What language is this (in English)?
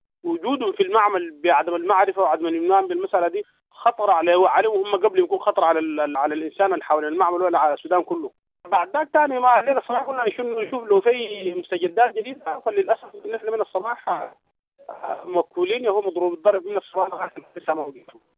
Sudanese Arabic